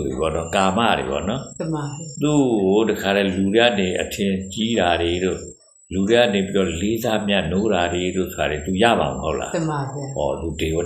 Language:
Burmese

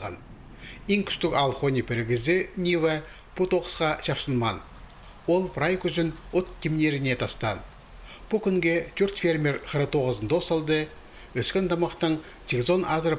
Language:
Khakas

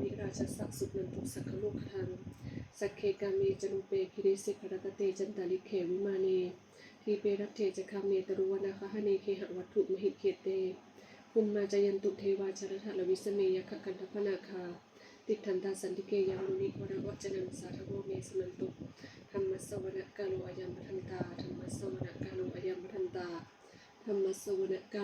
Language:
Pali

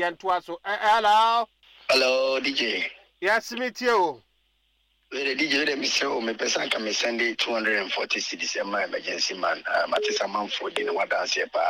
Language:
Akan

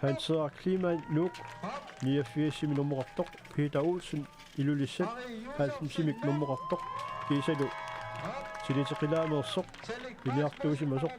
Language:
Kalaallisut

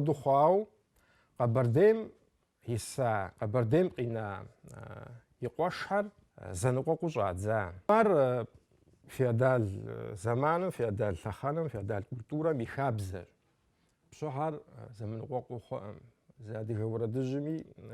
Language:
Kabardian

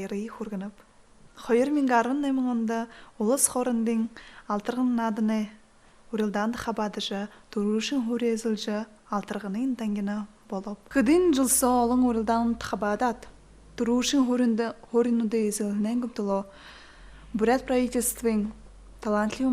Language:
Buriat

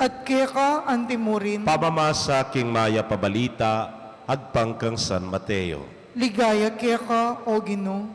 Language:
Pampanga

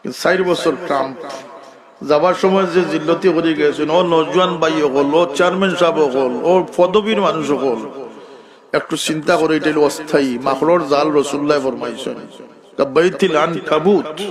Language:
Sylheti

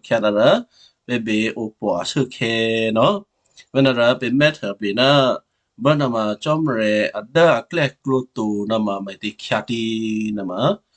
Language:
Western Kayah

